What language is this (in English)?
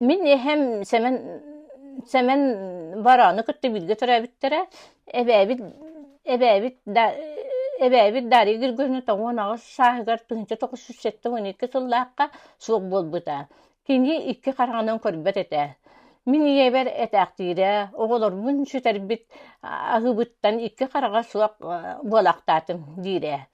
Yakut